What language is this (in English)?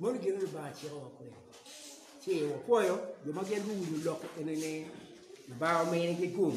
Acoli